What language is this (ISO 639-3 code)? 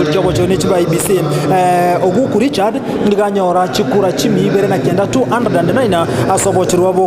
guz